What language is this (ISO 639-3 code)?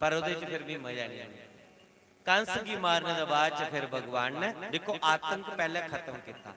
doi